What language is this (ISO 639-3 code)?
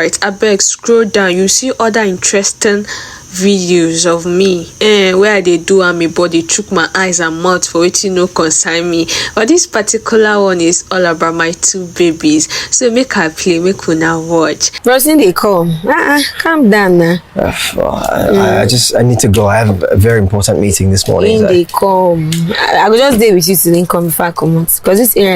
pcm